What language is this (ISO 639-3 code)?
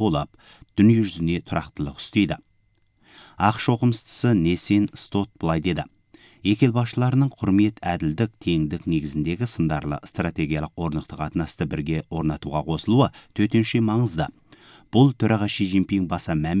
kaz